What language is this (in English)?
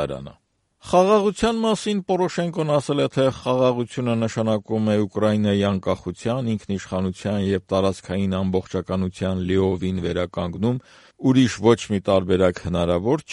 Armenian